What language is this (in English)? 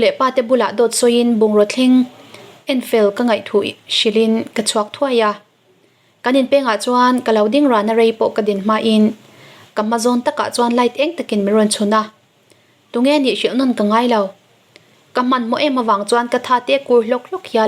Mizo